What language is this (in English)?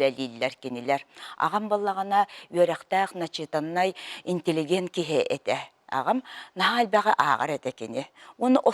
Yakut